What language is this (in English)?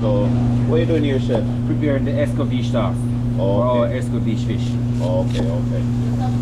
Jamaican Creole English